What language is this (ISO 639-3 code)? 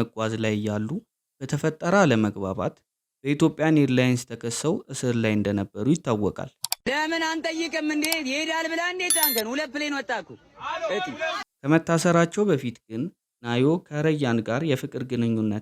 amh